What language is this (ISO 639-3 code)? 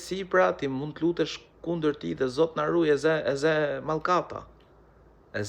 sqi